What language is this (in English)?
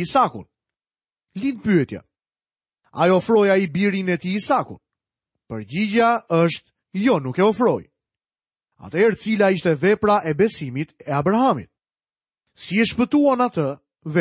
Albanian